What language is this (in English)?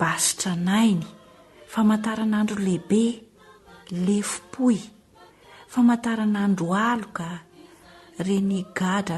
Malagasy